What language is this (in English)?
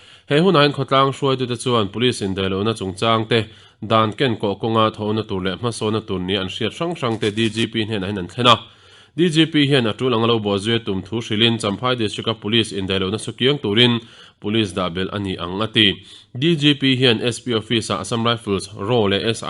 Mizo